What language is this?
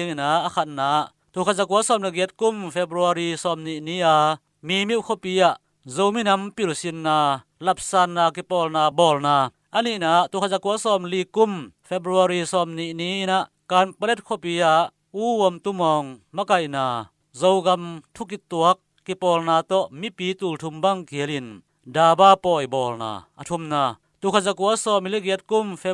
Tedim Chin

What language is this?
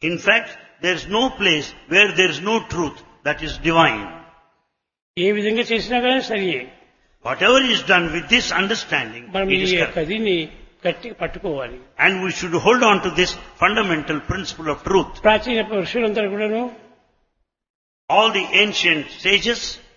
Telugu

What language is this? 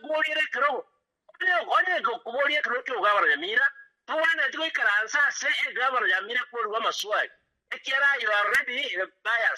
Gusii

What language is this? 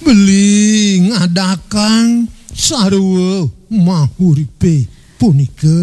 Balinese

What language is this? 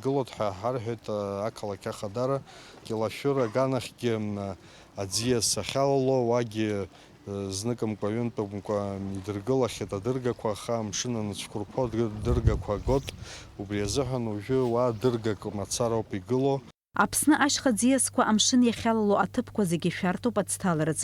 Abkhazian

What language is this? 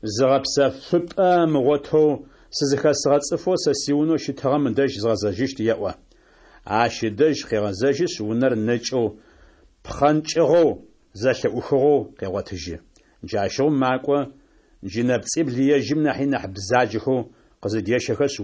Adyghe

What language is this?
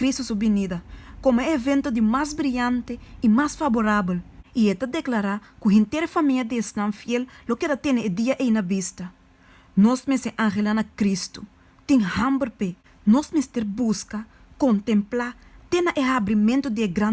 Papiamento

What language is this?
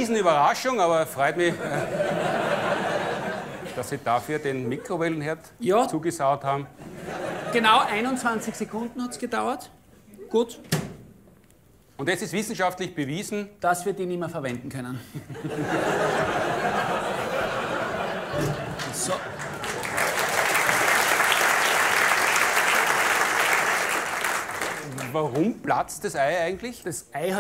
German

